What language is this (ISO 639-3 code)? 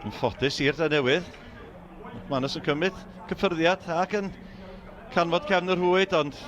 cym